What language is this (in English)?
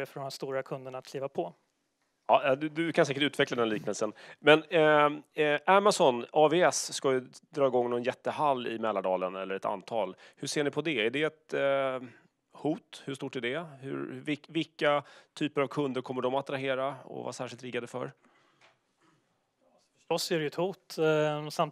Swedish